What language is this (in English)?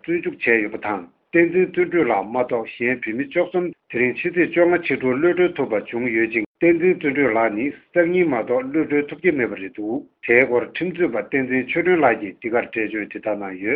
Tibetan